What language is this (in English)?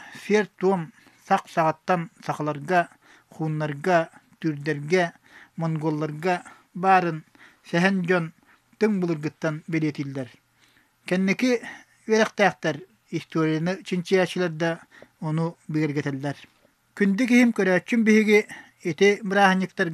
Yakut